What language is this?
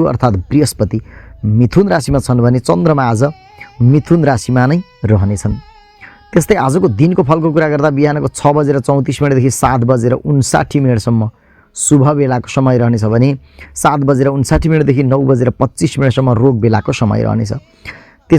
Nepali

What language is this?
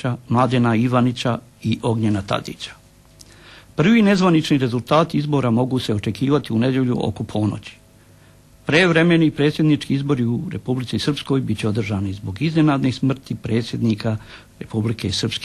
Serbian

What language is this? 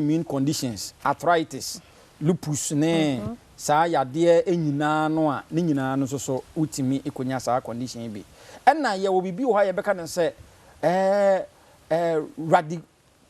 Akan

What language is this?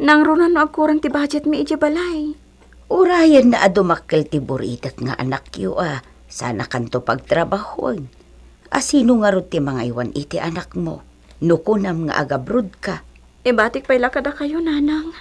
Iloko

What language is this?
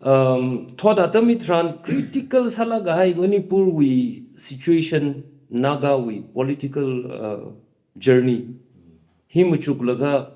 Tangkhul Naga (India)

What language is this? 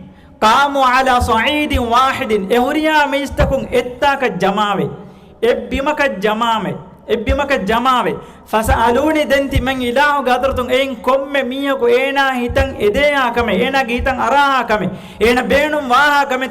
Divehi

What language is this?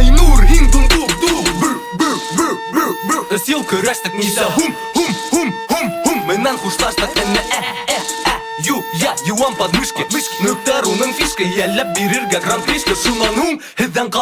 Bashkir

